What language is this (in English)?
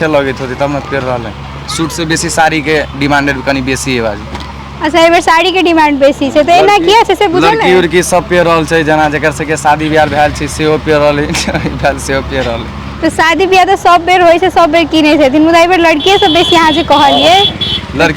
Maithili